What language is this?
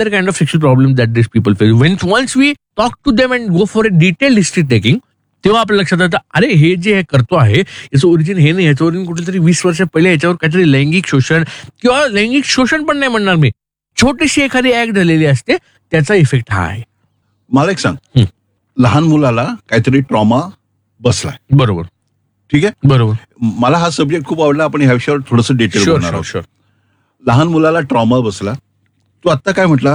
Marathi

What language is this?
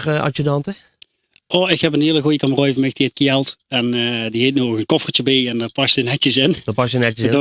Limburgish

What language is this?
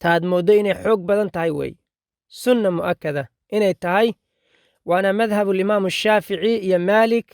Somali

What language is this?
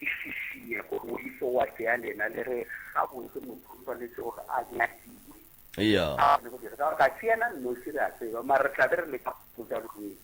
Northern Sotho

